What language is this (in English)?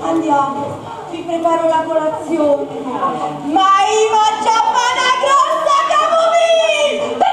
Neapolitan